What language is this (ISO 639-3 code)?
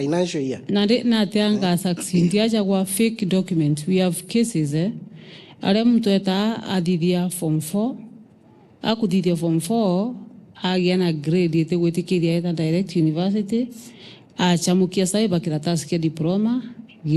mer